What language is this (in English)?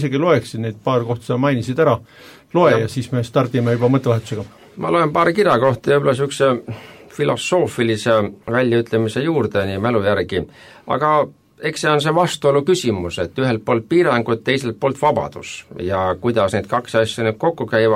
Estonian